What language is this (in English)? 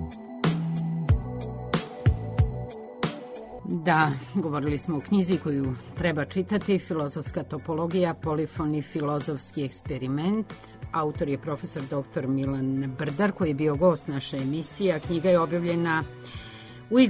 Serbian